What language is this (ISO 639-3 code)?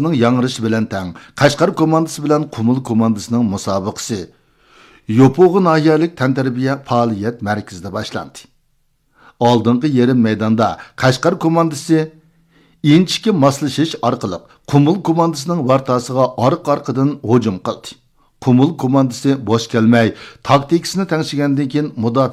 uig